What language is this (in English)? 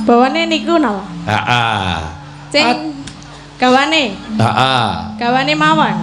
Javanese